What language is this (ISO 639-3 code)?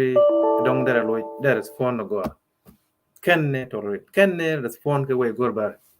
nus